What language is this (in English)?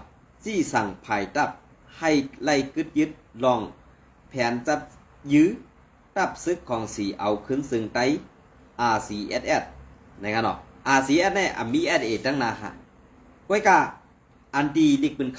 Shan